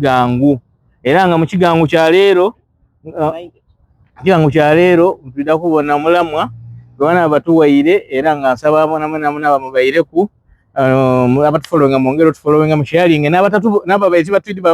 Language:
Soga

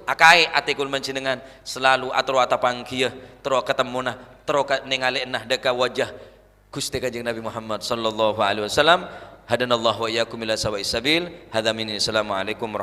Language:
Madurese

